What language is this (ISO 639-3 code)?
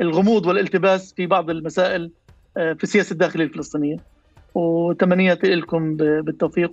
apc